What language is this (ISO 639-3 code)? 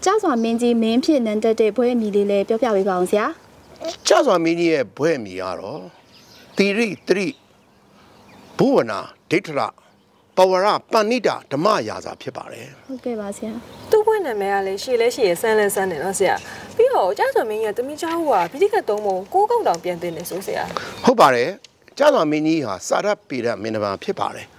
mya